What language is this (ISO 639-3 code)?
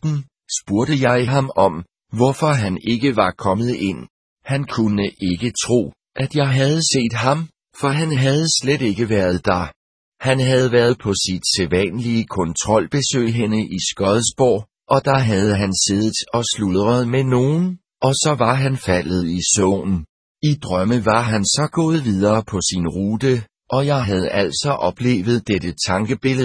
dan